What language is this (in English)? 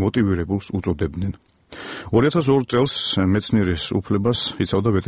Georgian